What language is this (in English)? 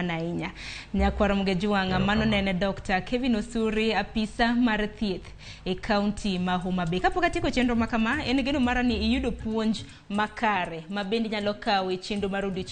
Luo (Kenya and Tanzania)